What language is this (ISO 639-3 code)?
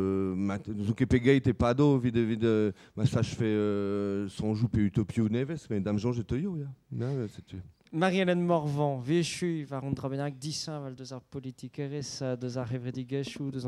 bre